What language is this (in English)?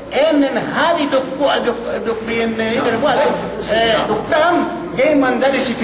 Yakan